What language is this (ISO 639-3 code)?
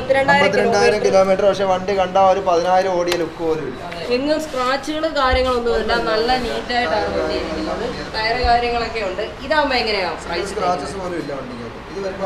mal